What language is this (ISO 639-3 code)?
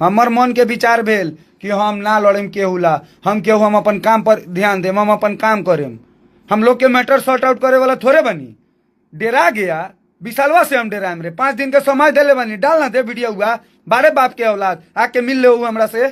bho